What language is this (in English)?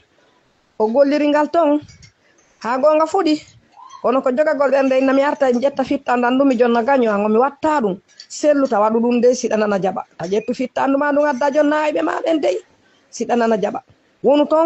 Fula